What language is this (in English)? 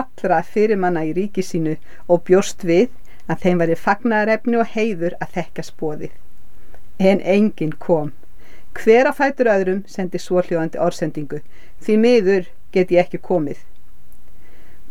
Icelandic